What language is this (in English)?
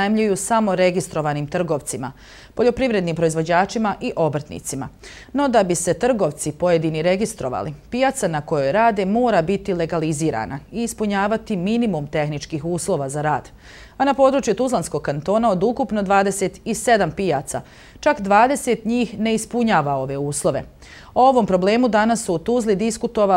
Bosnian